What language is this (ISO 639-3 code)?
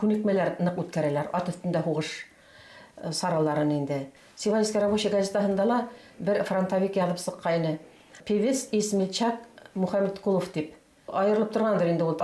bak